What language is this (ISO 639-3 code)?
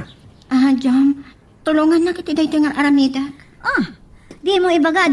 ilo